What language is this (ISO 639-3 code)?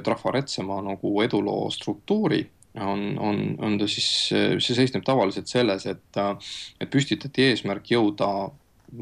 est